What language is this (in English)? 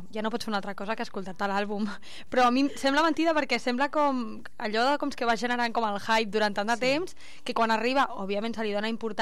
Catalan